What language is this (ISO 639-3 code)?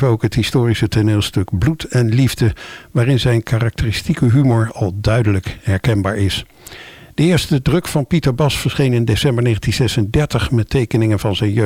nld